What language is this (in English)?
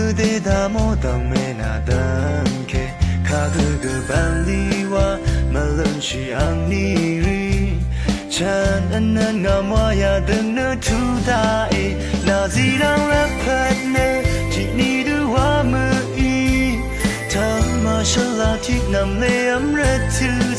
Rawang